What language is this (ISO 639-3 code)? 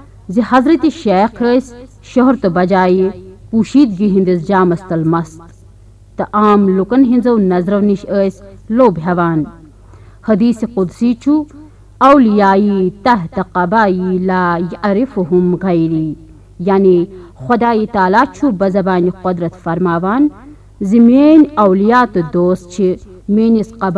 kas